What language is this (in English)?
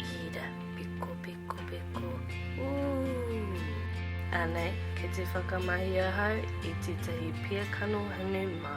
Māori